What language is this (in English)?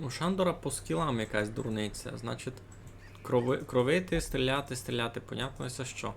Rusyn